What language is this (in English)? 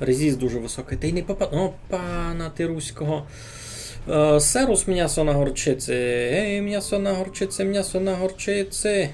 Rusyn